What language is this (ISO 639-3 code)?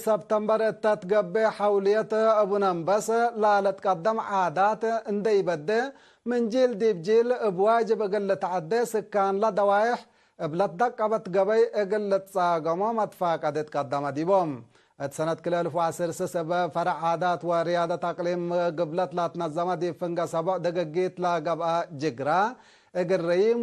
tig